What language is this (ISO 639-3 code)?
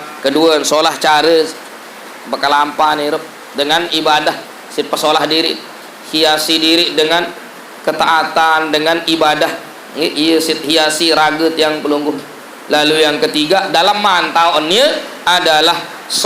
sas